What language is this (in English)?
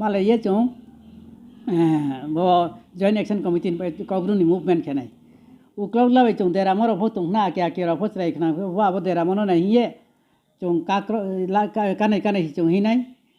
Riang (India)